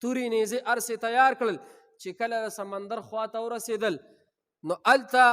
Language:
Pashto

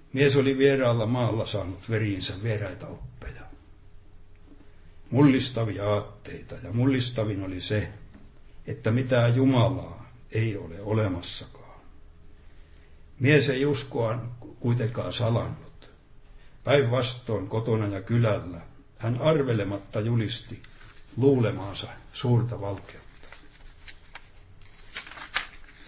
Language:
Finnish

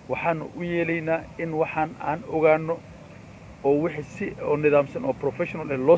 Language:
Somali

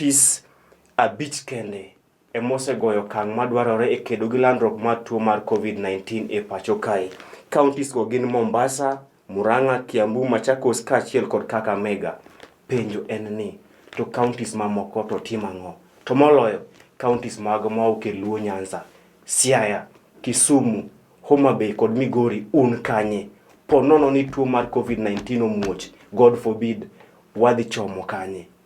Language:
Luo (Kenya and Tanzania)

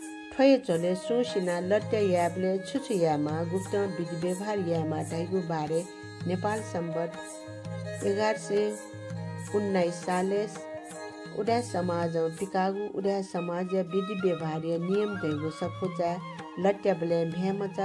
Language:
Newari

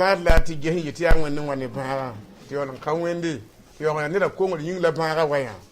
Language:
Mossi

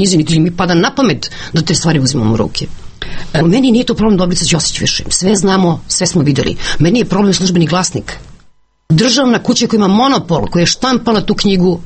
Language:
Serbian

